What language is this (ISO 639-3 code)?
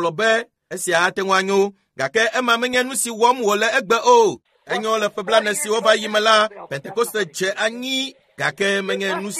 ewe